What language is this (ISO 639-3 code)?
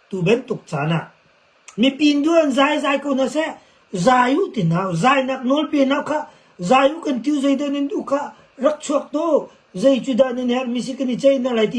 cnh